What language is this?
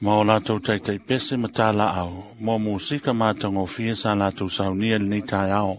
Samoan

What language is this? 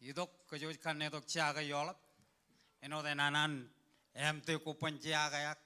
Marshallese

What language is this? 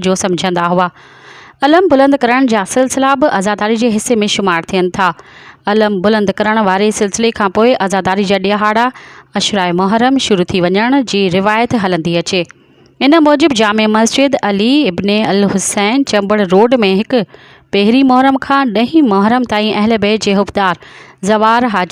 Sindhi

